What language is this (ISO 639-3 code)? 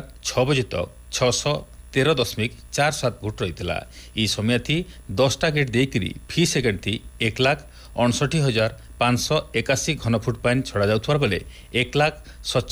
ori